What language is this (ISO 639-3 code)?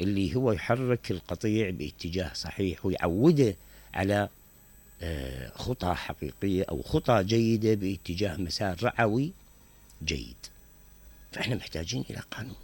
acm